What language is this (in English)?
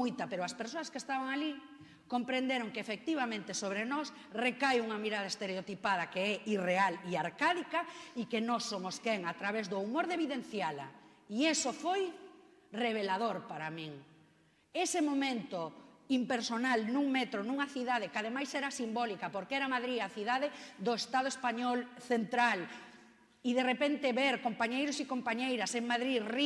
Galician